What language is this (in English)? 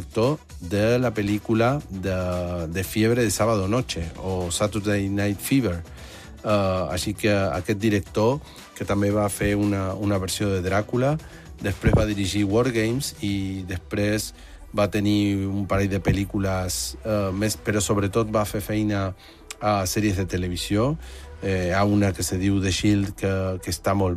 Catalan